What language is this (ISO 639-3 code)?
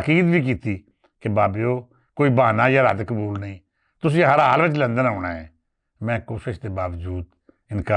lah